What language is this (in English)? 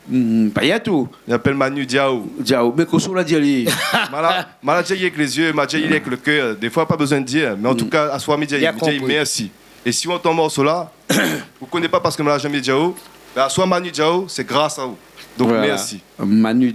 Réunion Creole French